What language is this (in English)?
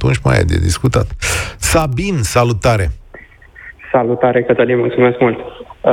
Romanian